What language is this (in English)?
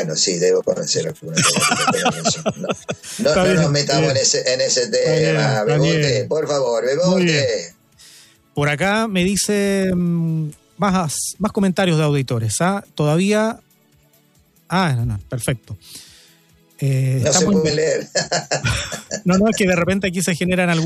Spanish